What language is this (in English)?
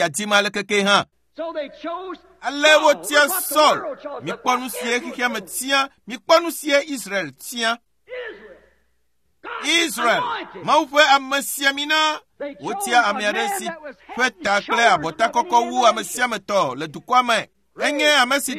Ewe